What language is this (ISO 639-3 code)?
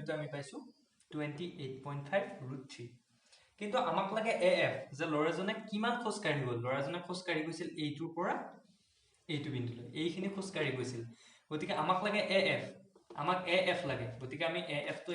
asm